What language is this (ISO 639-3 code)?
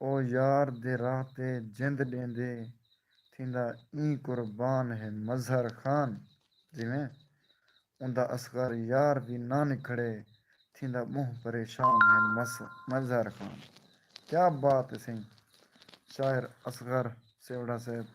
skr